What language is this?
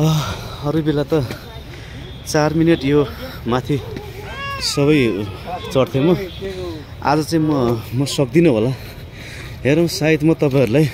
Nepali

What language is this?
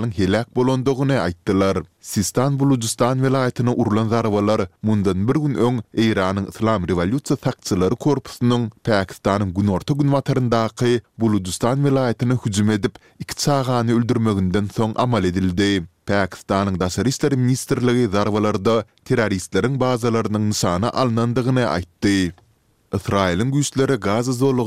Turkmen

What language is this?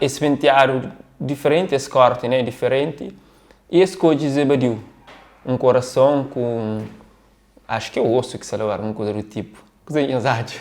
Kabuverdianu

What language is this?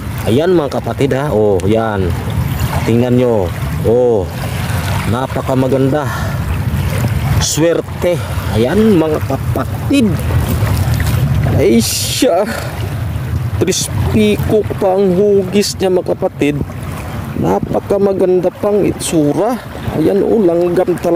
Filipino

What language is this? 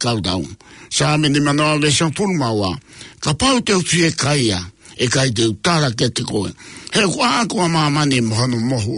Tongan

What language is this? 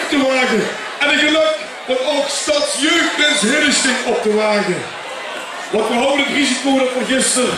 Limburgish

